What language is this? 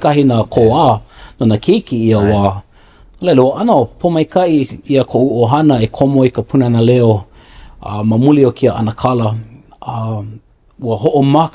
Hawaiian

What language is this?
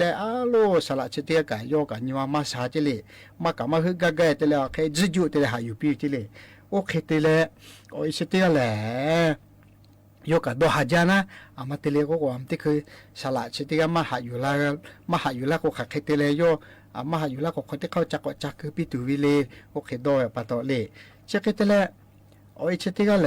Lahu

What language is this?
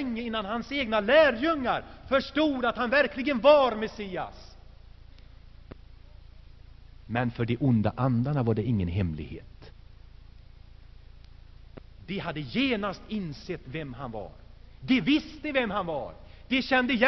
Swedish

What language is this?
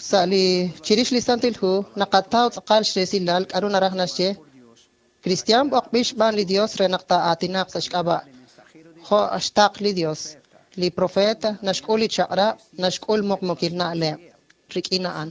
Kekchí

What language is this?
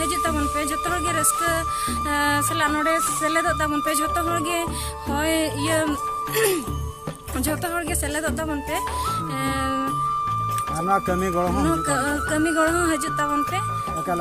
Santali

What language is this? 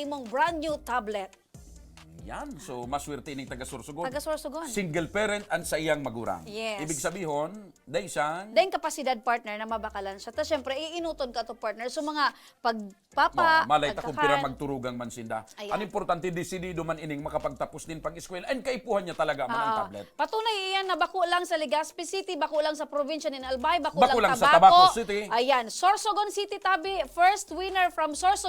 Bikol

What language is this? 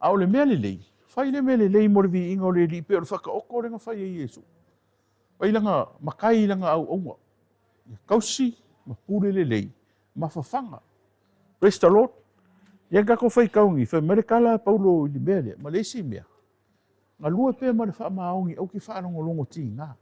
Samoan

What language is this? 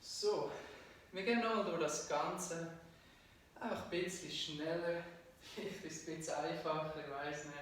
Swiss German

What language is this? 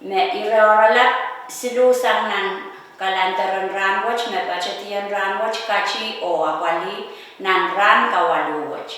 Pohnpeian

